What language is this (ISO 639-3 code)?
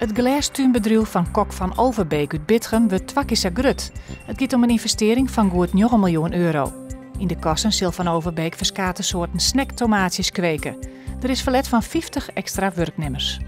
fry